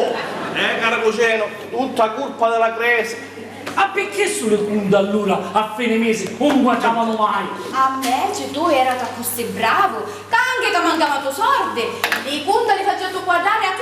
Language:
Sicilian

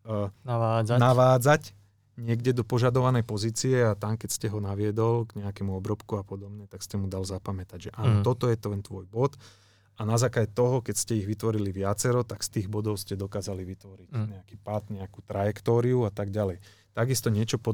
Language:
Slovak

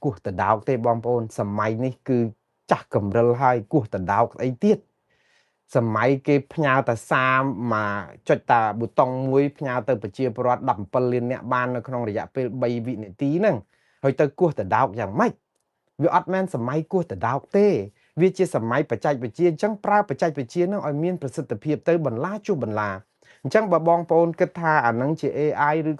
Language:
Khmer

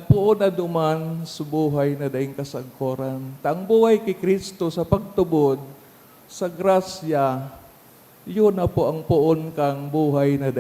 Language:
Bikol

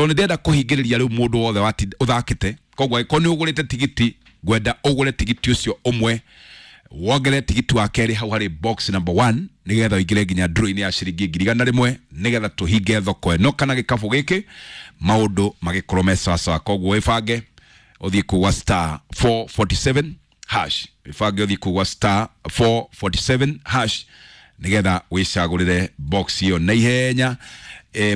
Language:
Kikuyu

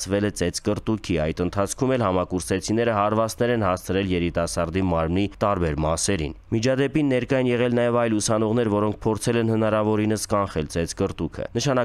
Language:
Armenian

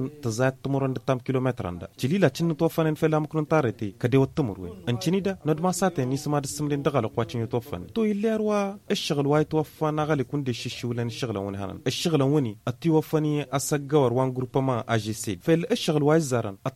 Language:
Tamasheq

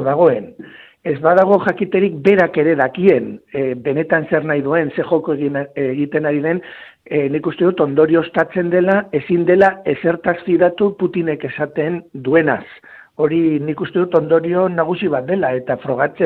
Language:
Basque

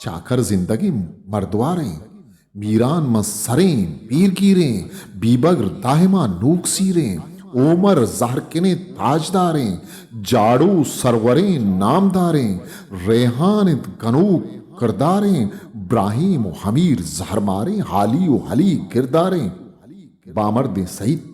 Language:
Eastern Balochi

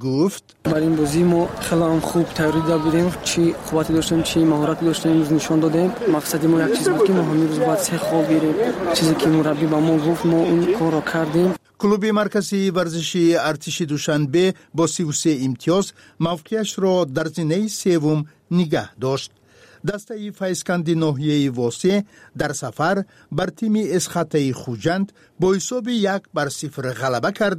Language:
Tajik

